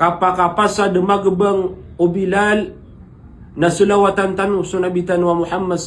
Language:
Maranao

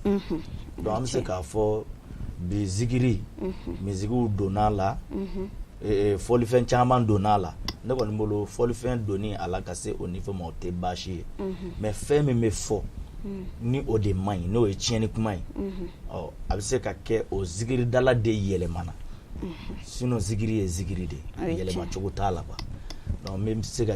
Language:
Bambara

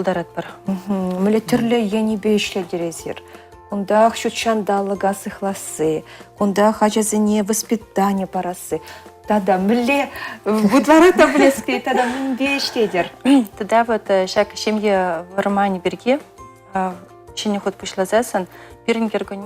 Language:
Chuvash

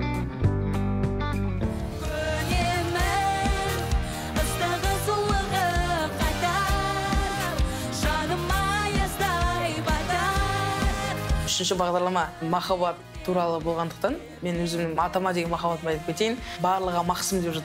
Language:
Kazakh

